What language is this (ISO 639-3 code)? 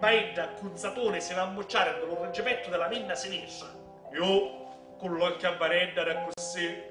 scn